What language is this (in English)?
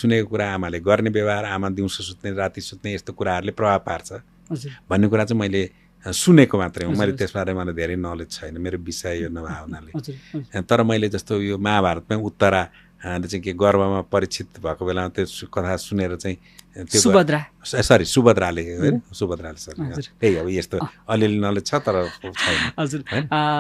Nepali